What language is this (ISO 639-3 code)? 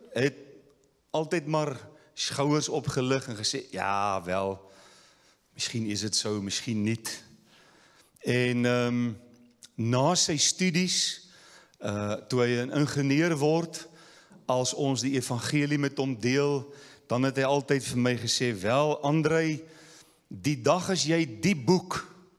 afr